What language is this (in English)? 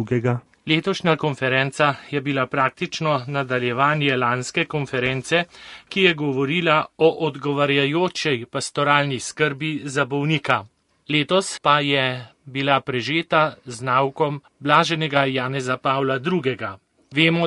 Slovenian